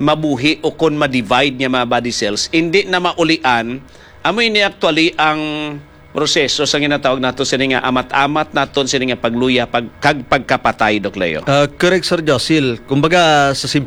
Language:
Hiligaynon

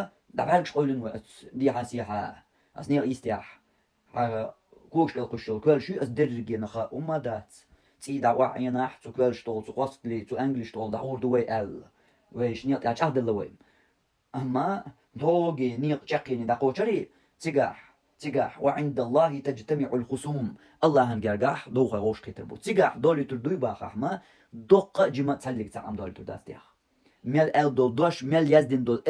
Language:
Chechen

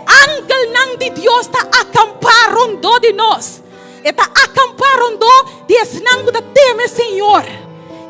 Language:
Papiamento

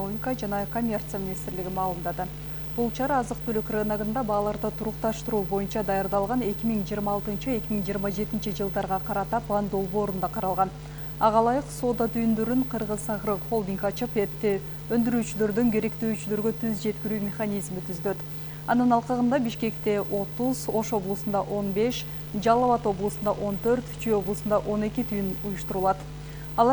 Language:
Kyrgyz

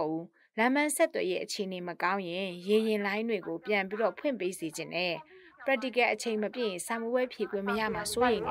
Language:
Burmese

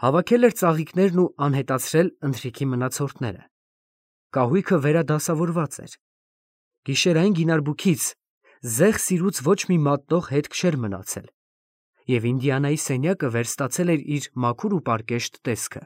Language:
Armenian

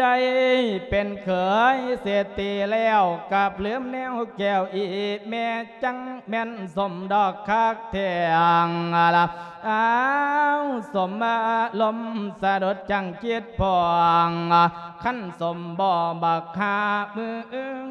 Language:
Lao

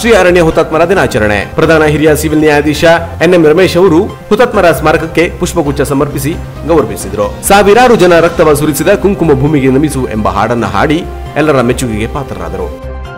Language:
Kannada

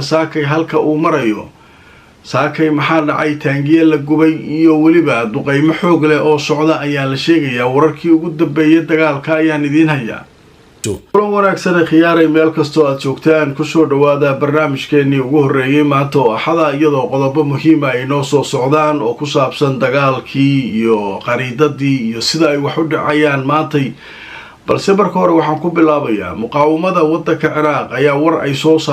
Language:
Somali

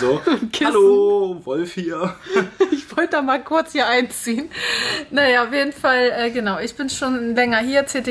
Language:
German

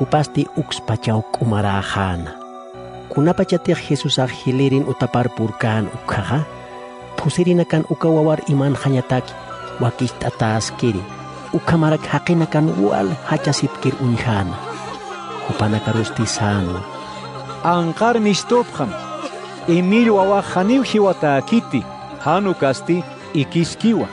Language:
Aymara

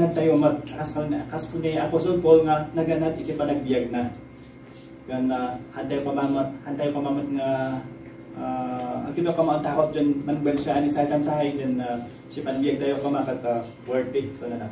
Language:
Iloko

